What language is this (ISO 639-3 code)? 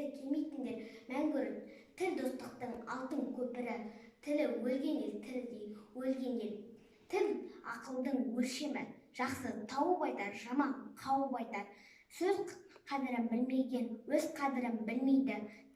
kaz